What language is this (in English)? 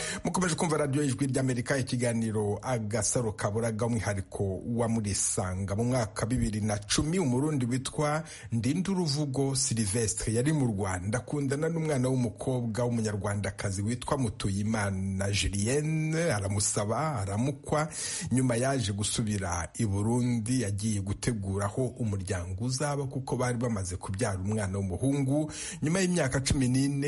Kinyarwanda